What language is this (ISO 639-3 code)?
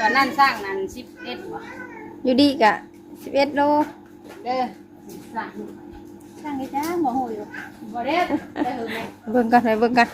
tts